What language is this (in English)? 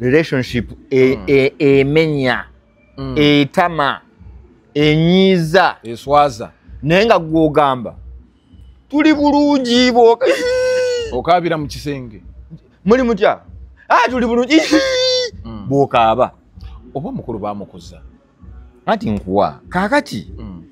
Ganda